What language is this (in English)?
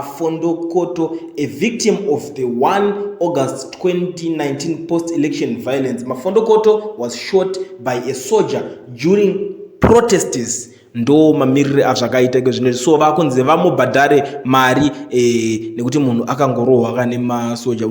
Shona